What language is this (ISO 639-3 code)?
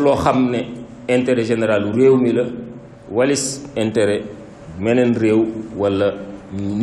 wol